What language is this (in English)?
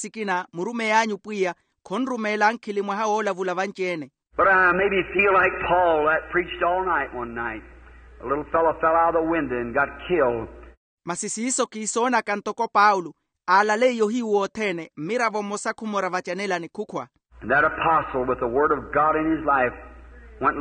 Makhuwa